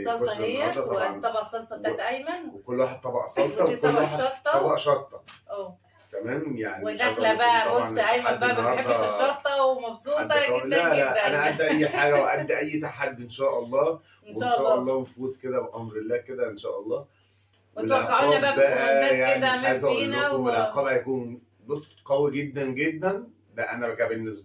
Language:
Egyptian Arabic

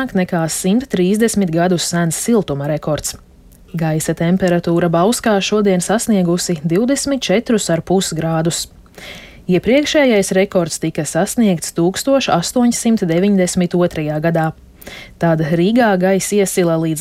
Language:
Latvian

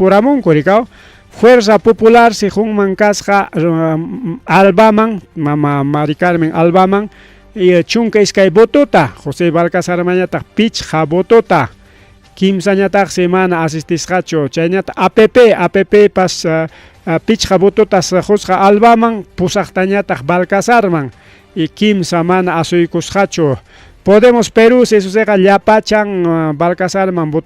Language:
Ayacucho Quechua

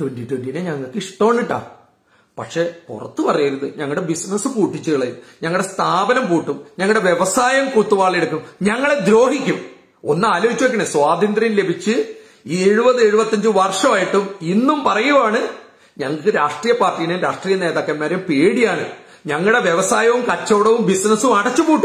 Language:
Malayalam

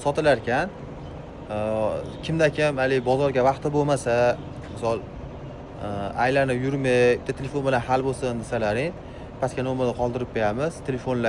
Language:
Uzbek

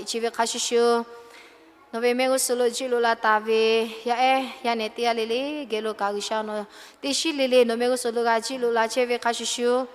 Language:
Lahu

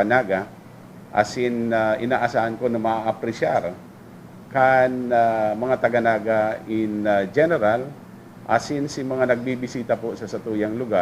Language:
Bikol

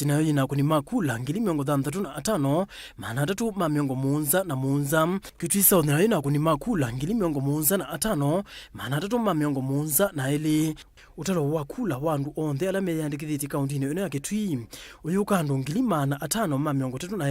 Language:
Kamba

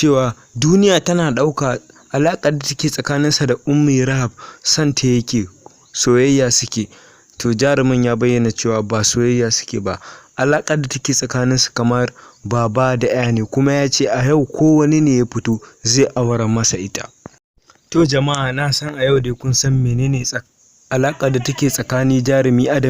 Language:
Hausa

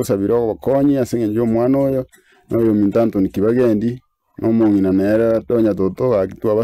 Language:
Gusii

